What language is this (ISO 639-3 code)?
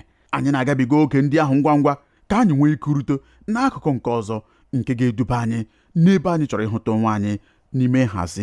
ibo